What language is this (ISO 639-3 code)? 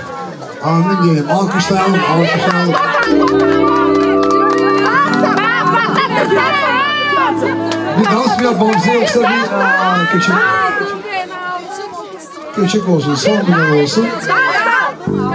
tur